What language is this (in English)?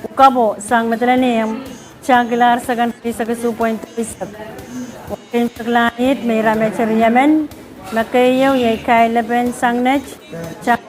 Pohnpeian